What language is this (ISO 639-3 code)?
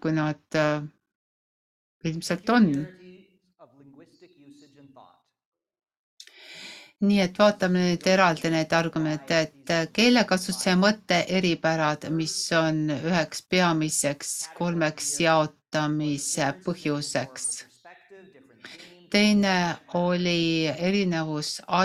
est